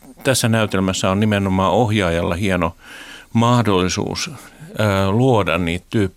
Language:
Finnish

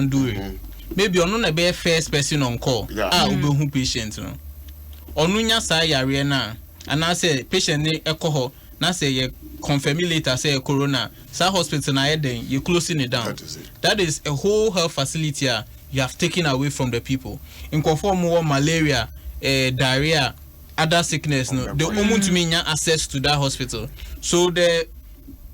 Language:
Akan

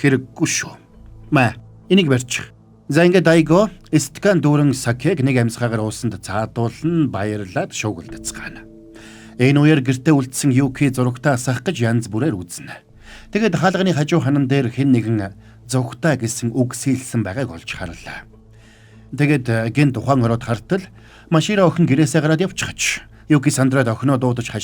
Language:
Mongolian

